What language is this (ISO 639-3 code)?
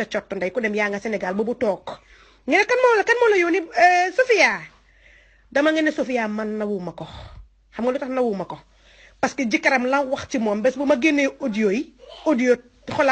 wol